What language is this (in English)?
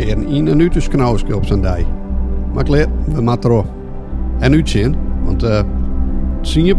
Western Frisian